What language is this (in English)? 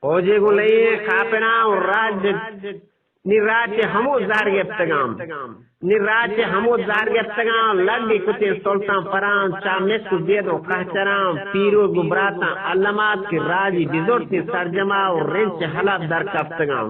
Eastern Balochi